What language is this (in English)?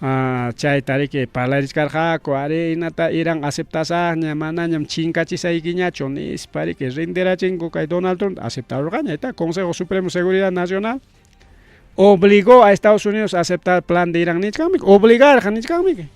Ayacucho Quechua